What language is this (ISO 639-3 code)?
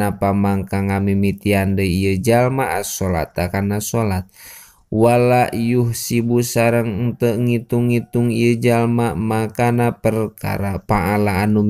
sun